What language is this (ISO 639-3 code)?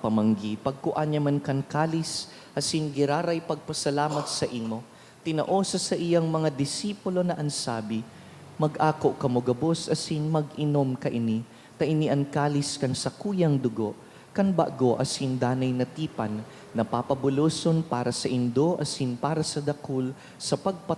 bik